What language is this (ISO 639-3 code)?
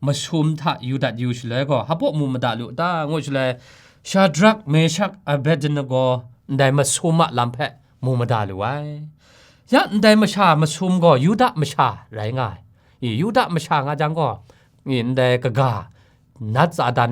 kac